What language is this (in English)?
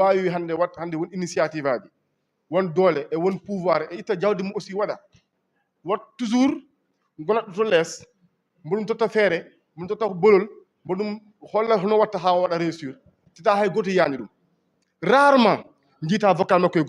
Fula